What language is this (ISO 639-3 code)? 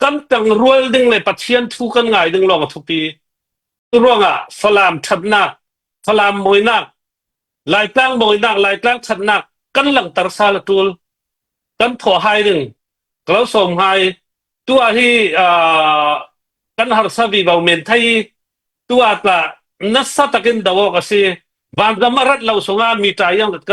cfm